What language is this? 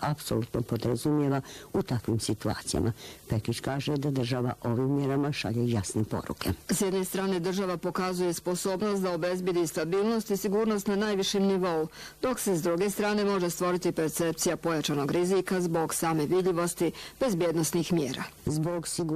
Bosnian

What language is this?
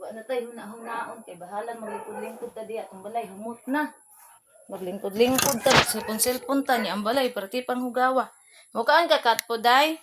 Cebuano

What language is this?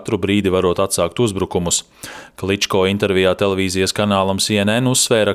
Latvian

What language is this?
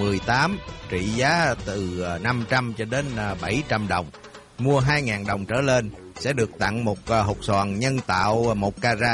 Vietnamese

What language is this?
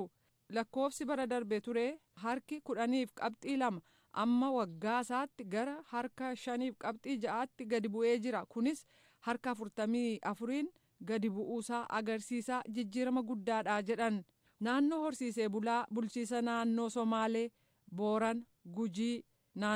Oromo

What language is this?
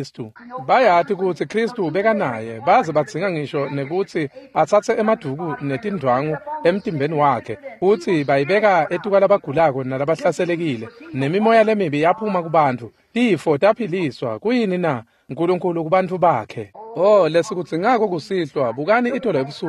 Swati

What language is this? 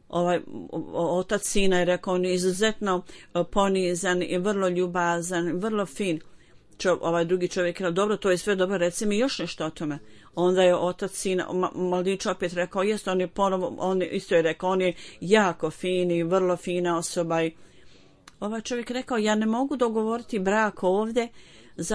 Bosnian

